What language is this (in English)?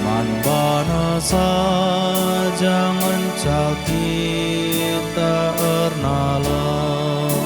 Batak Karo